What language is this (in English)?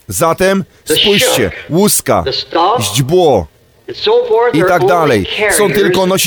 Polish